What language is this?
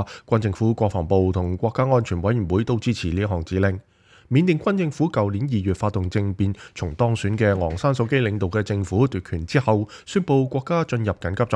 Cantonese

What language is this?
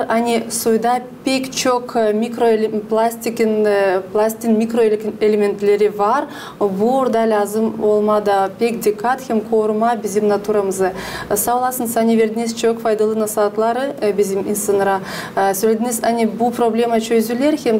Gagauz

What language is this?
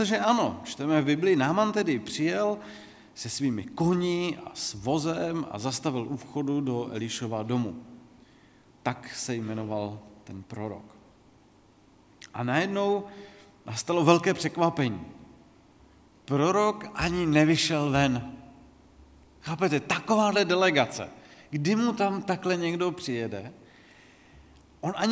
Czech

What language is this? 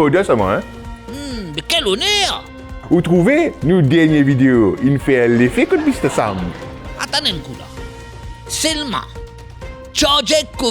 Morisyen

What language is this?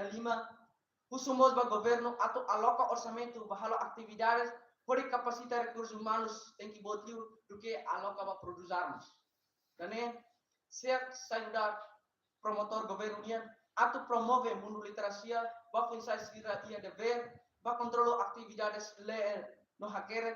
Tetum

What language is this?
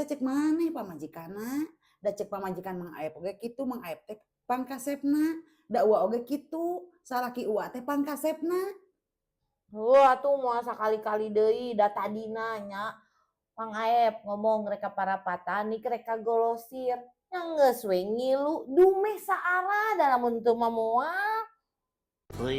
Sundanese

